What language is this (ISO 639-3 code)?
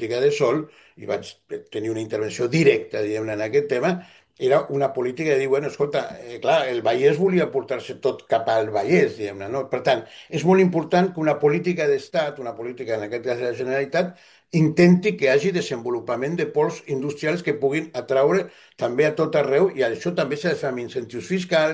cat